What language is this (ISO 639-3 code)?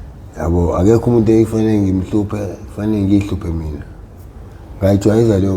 zul